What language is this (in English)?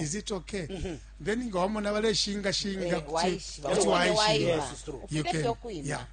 Bemba